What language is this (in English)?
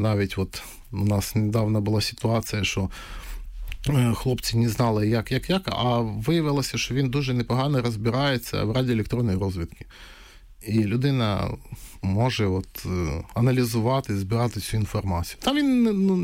Ukrainian